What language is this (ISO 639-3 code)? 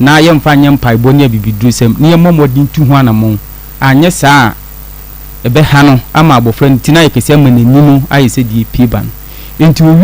aka